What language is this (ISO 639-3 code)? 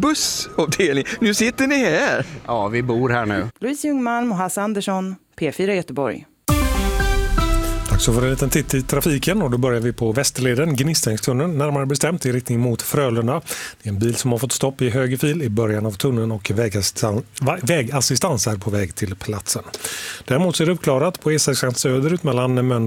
swe